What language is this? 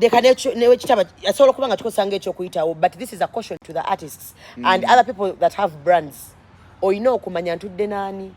Ganda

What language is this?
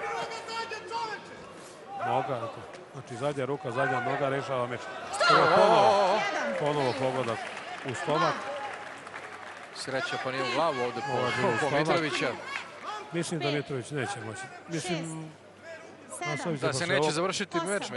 Serbian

